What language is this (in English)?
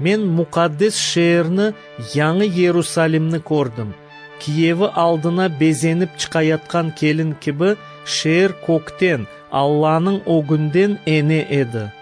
Crimean Tatar